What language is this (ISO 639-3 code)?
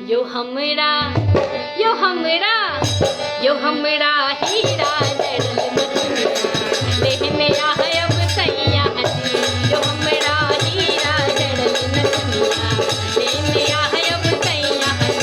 mai